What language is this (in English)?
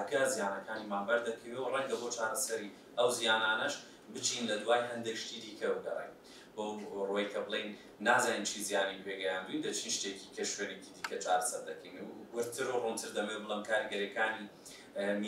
Central Kurdish